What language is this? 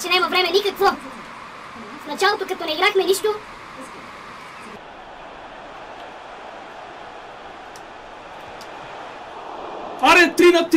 Bulgarian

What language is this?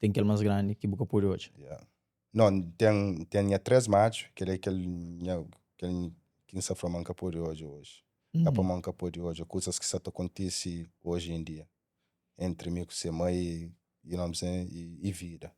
Kabuverdianu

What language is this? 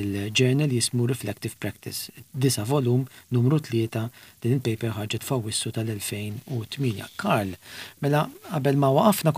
Maltese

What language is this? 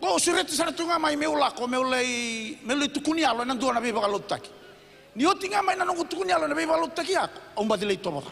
Fijian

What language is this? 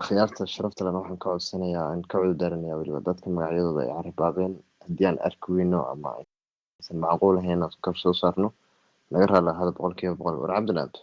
Somali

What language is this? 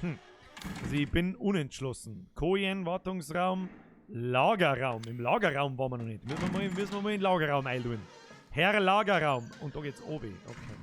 Bavarian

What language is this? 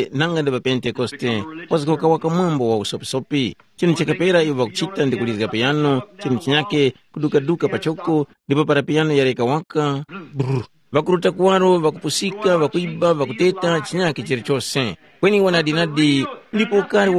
Tumbuka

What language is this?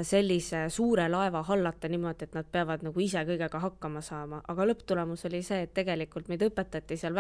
Estonian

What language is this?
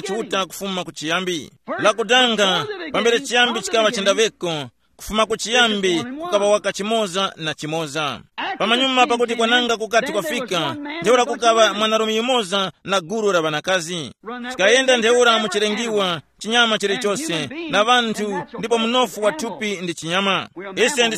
Tumbuka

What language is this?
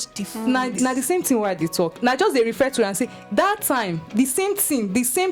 Nigerian Pidgin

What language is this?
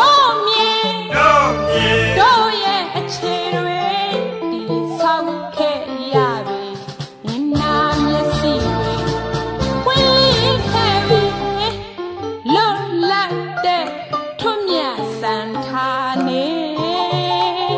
Burmese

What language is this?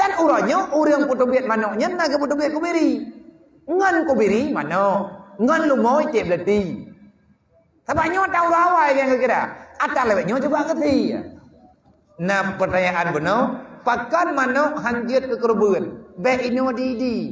Achinese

